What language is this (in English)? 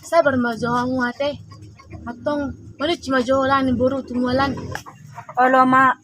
Batak Toba